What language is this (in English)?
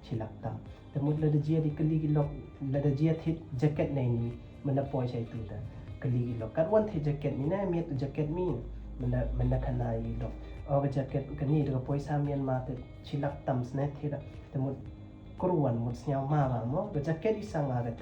Pnar